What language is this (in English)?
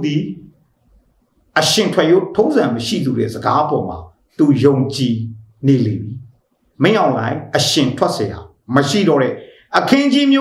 Burmese